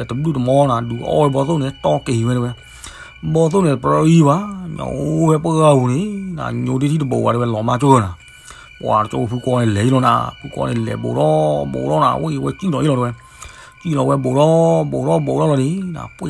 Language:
S'gaw Karen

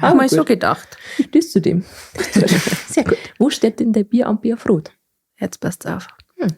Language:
Bavarian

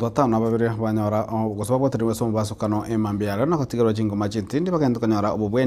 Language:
Gusii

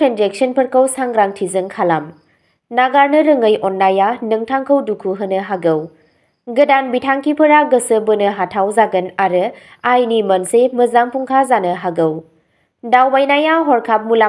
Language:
Bodo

